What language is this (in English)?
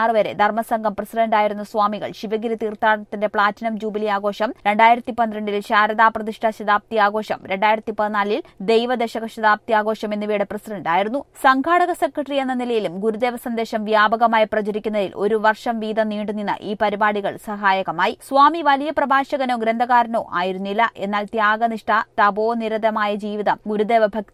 Malayalam